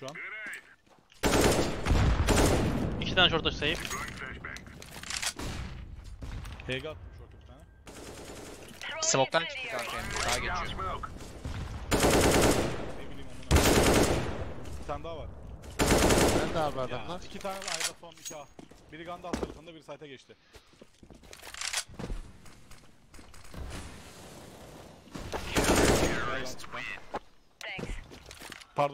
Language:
Turkish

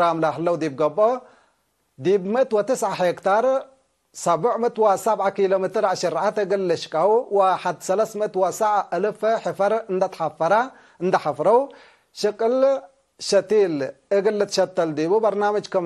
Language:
Tigre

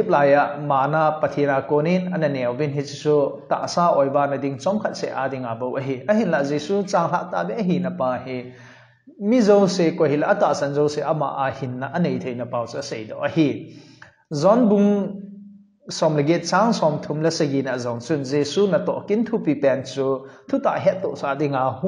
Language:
Thado Chin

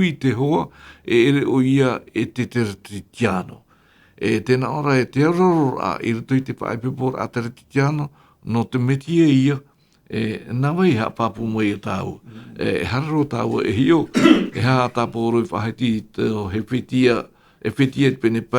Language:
Tahitian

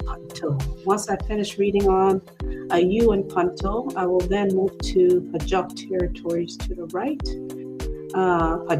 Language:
Acoli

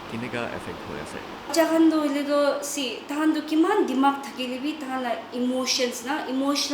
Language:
Naga Pidgin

